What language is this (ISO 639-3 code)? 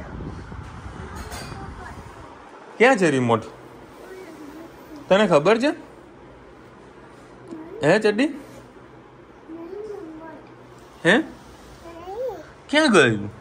guj